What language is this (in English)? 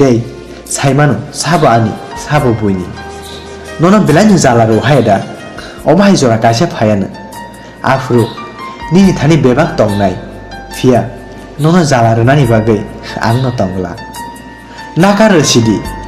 Kok Borok